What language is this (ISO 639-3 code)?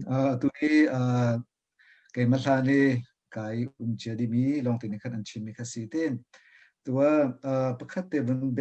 cnh